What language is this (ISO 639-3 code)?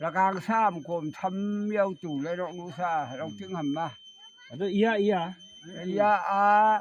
nag